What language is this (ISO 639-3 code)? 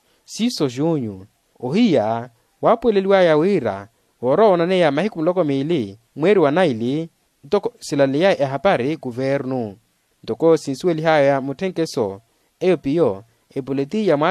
vmw